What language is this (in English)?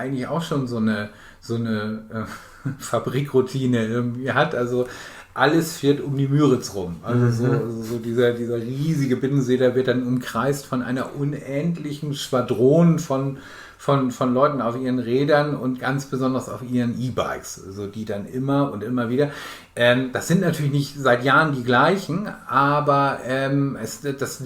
Low German